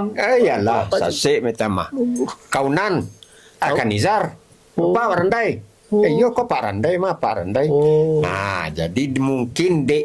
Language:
Minangkabau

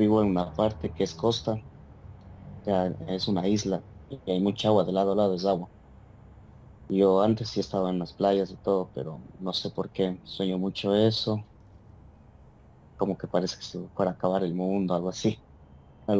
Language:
Spanish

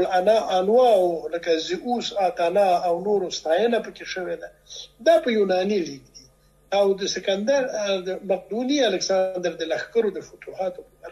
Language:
Pashto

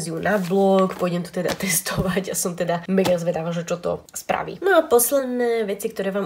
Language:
Slovak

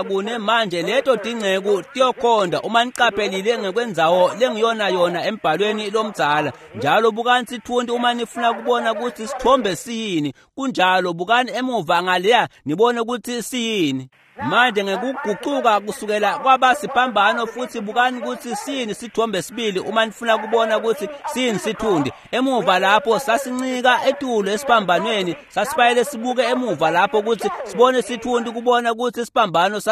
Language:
Swati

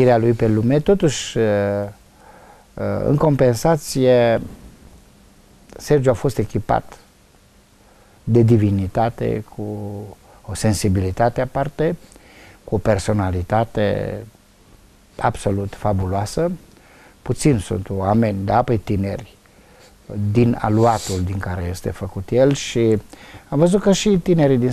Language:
Romanian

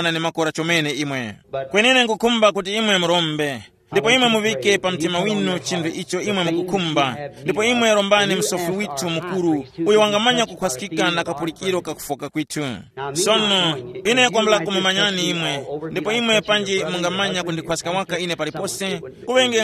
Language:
Tumbuka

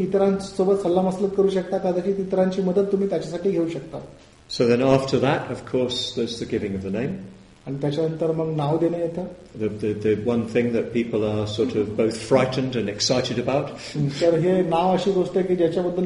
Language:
Marathi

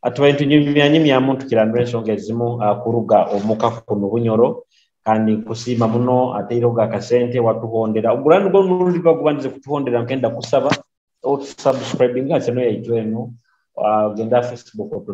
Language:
Nyoro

